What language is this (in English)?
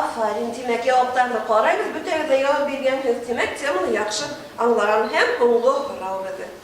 Bashkir